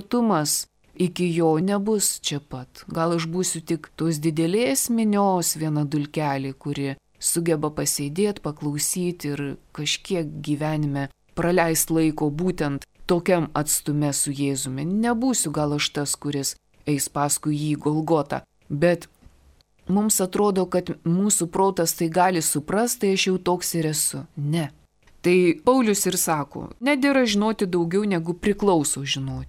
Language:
Lithuanian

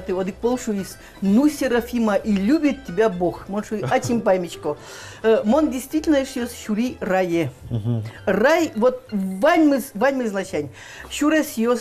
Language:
Udmurt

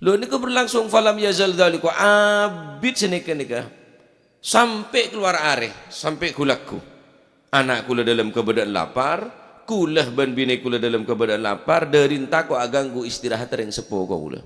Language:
Madurese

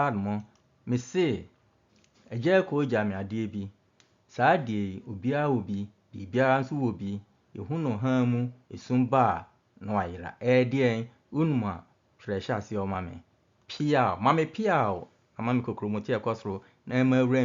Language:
Akan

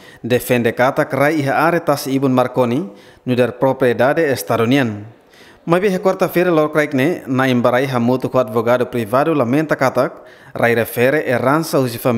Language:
Tetum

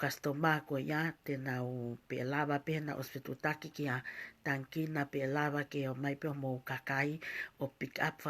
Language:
Tongan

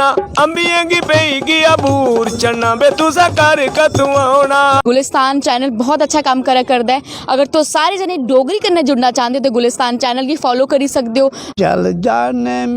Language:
Dogri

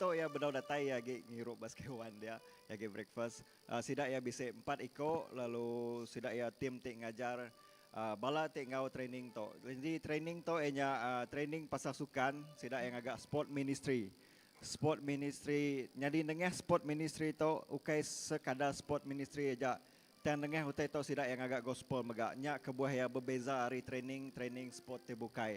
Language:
Iban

